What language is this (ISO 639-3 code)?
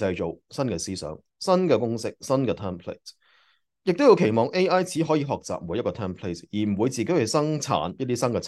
yue